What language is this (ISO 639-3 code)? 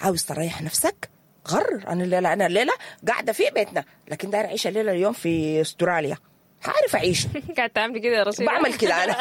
apd